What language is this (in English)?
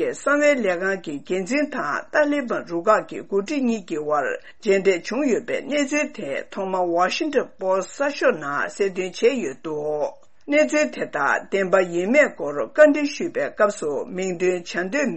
Tibetan